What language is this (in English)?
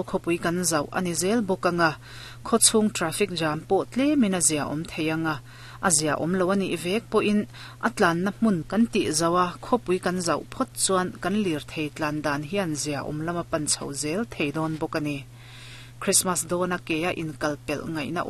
Mizo